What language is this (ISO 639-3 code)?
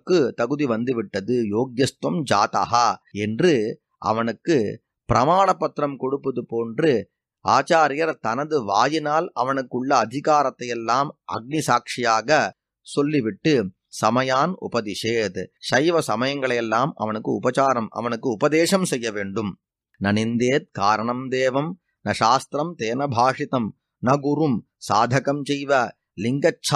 tam